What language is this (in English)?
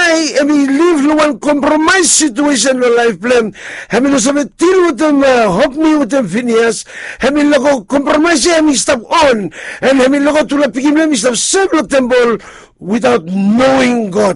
Bislama